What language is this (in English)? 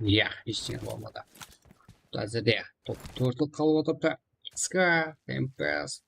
Kara-Kalpak